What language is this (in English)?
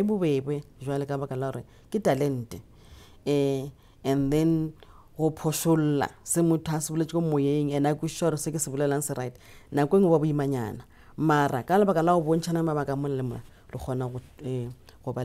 Northern Sotho